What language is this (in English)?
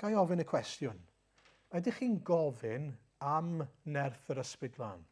Welsh